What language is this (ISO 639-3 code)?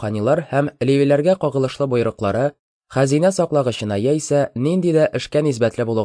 tat